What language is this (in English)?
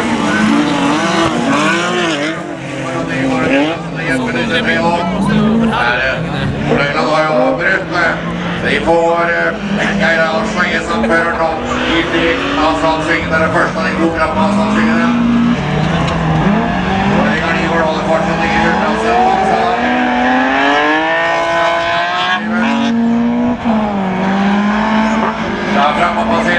Norwegian